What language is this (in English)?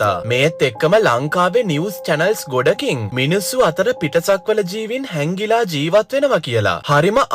Sinhala